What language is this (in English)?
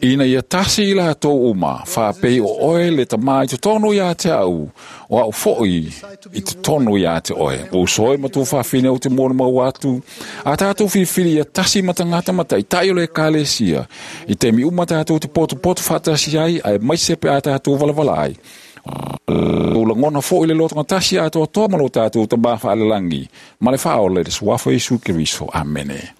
Samoan